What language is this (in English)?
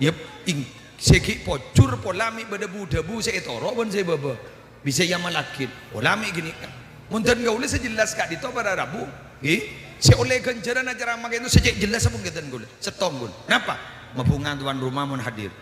Madurese